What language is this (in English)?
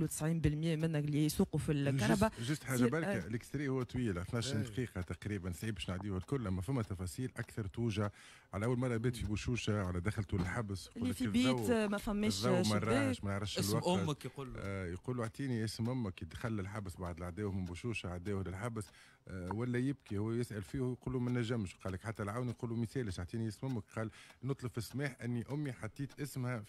Tunisian Arabic